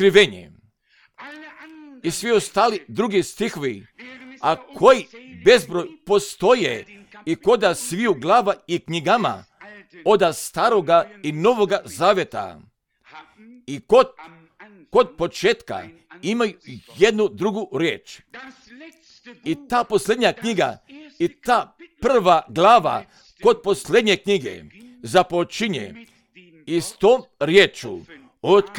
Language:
Croatian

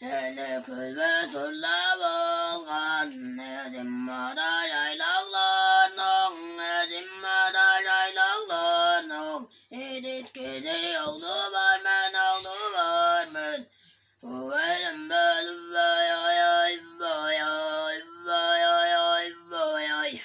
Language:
Tuvinian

